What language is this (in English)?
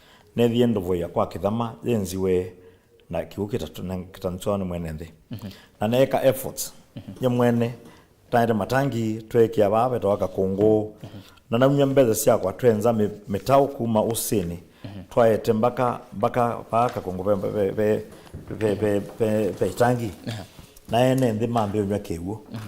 Kamba